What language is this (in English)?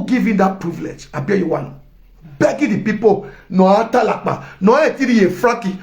Nigerian Pidgin